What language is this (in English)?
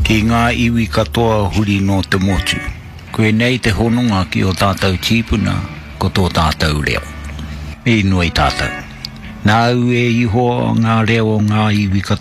Māori